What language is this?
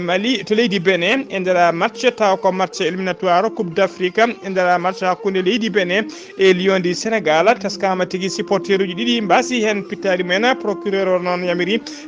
Fula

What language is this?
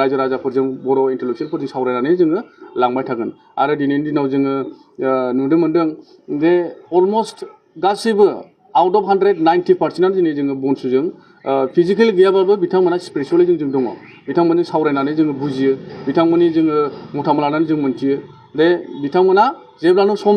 Bodo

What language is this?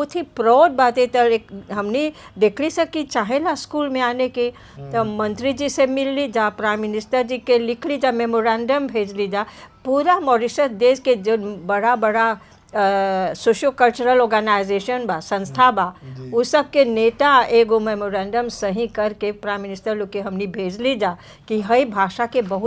Bhojpuri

